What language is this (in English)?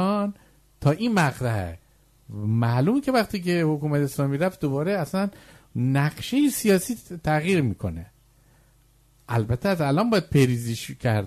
Persian